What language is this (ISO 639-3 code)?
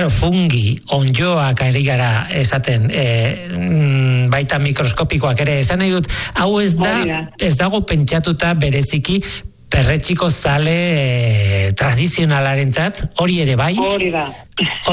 eus